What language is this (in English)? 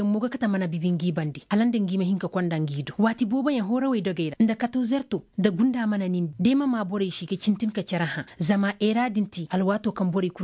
Zarma